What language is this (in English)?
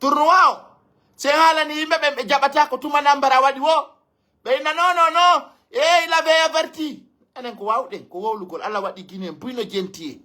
Pular